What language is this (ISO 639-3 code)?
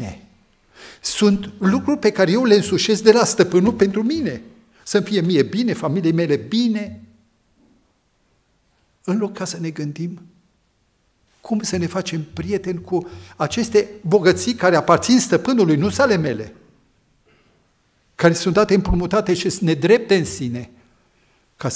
ron